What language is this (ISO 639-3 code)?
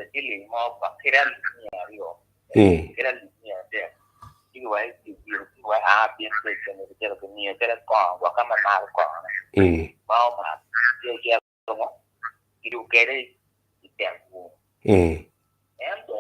ach